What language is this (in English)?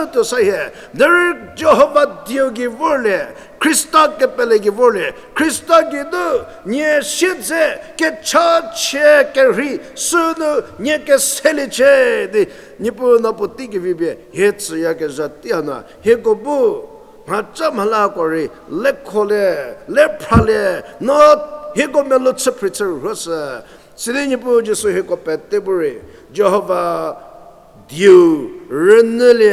Angami Naga